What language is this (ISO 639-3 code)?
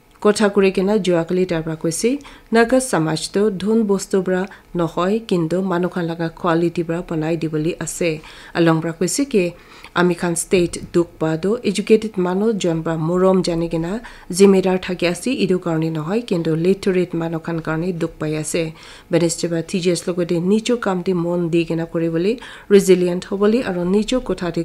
nag